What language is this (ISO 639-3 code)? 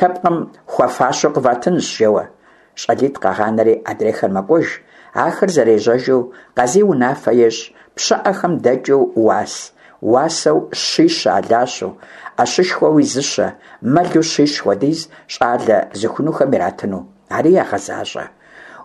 kbd